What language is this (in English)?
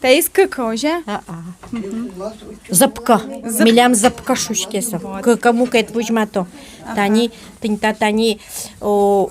Udmurt